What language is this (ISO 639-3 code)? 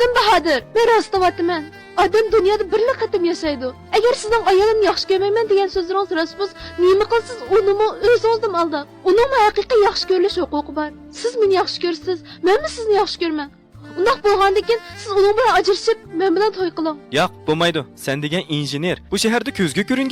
uig